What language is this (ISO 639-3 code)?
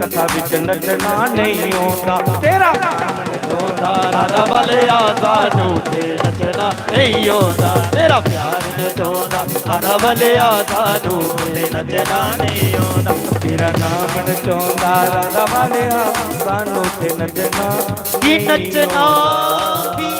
doi